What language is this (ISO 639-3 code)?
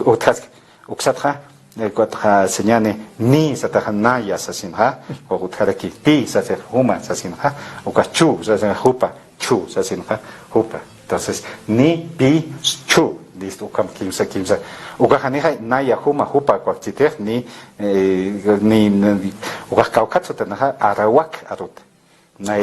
aym